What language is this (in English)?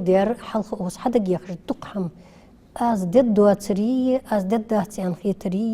Ingush